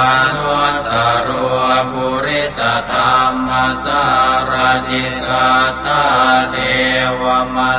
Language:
Pali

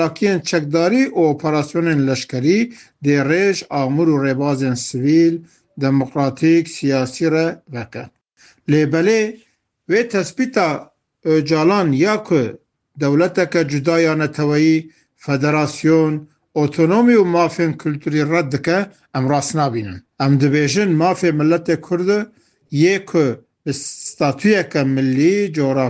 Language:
Kurdish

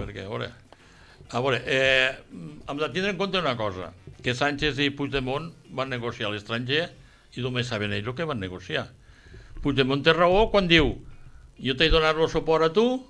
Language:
Catalan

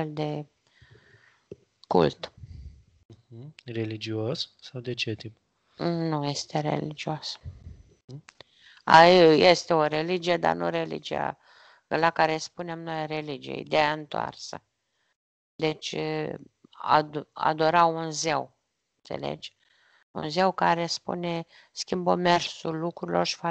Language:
Romanian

